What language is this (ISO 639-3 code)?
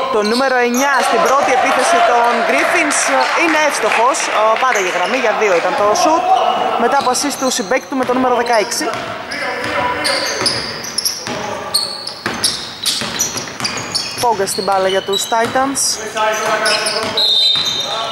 ell